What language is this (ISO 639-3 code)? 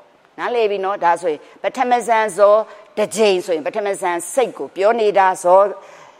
mya